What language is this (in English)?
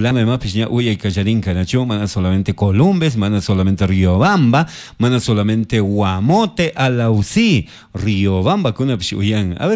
Chimborazo Highland Quichua